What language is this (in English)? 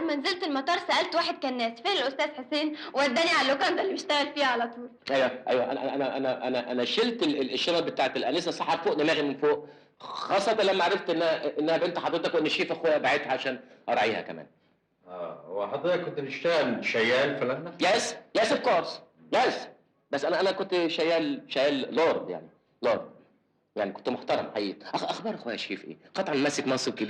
Egyptian Arabic